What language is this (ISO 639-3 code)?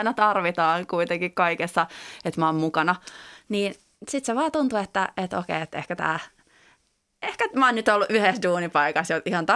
fin